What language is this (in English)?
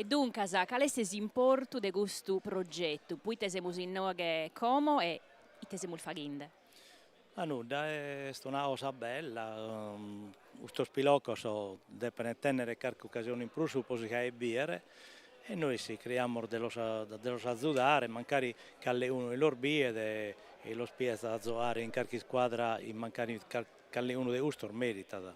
Sardinian